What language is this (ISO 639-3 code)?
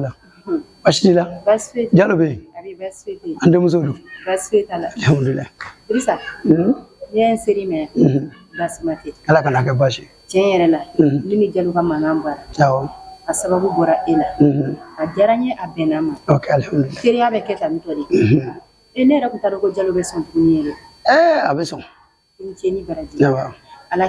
bam